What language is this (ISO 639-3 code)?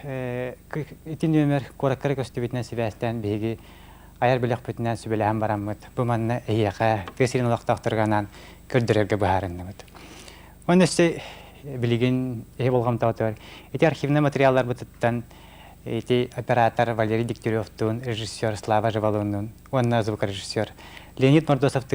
sah